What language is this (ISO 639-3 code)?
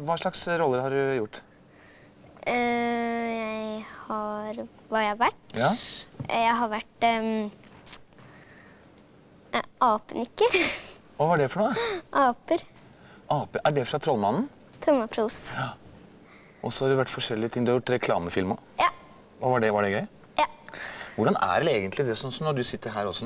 nor